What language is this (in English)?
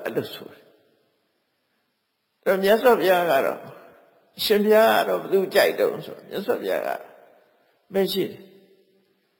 Burmese